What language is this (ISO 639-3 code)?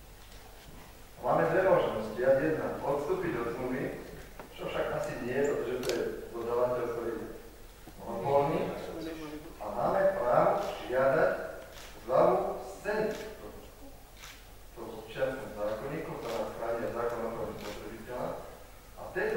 slk